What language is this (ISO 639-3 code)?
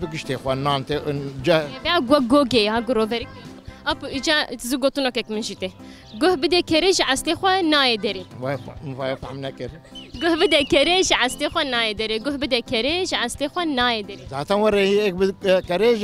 kur